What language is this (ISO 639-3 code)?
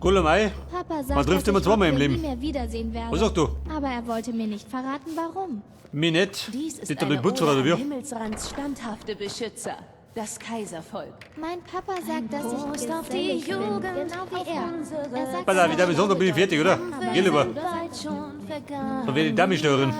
bar